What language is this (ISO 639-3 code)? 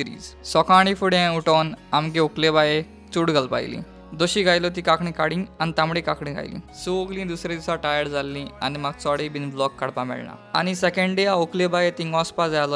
kok